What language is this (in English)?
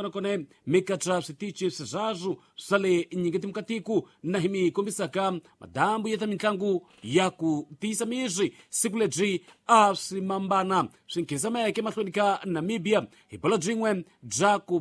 Tsonga